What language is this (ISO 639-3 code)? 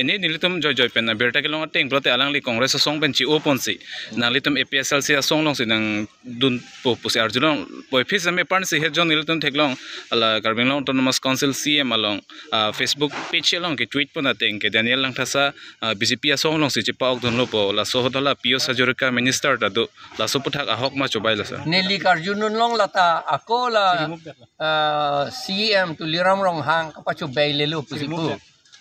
mjw